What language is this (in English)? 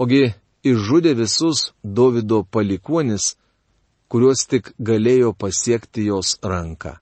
Lithuanian